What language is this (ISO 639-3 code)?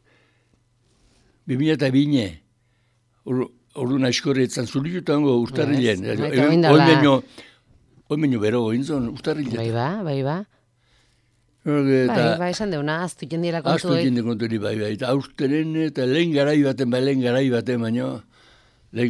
eus